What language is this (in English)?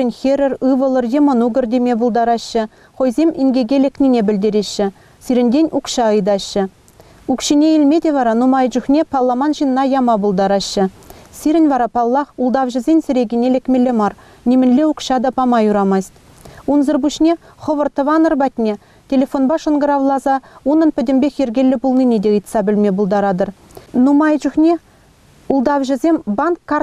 Chuvash